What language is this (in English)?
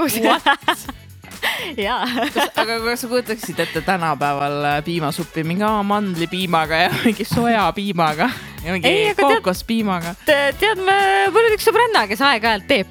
Estonian